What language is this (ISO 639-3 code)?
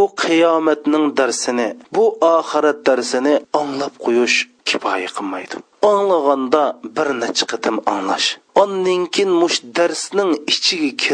uig